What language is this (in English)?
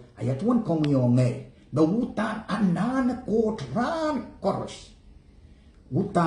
Pohnpeian